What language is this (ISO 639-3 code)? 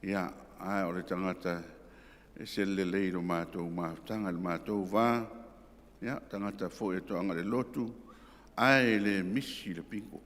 smo